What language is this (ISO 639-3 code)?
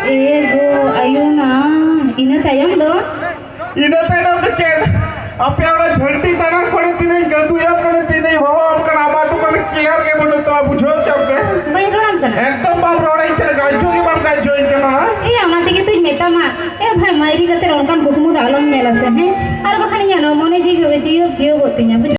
sat